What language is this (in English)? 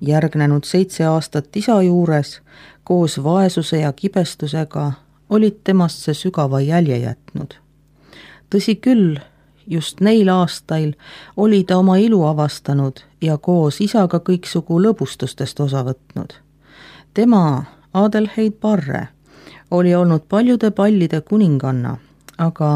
Estonian